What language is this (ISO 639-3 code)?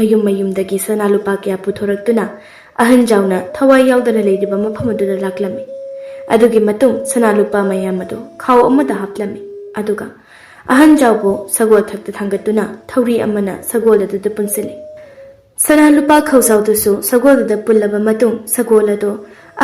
mni